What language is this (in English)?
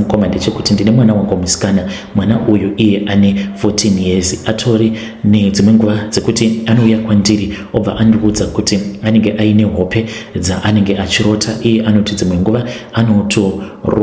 Shona